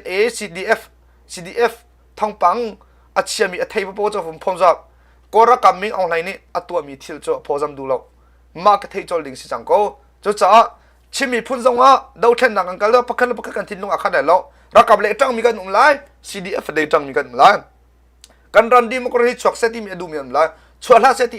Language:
Hakha Chin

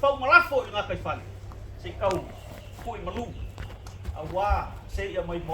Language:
Samoan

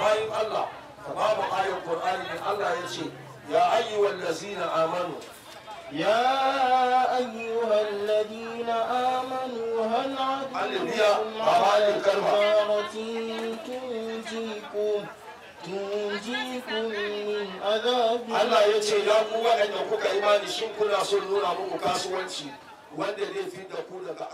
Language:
Hausa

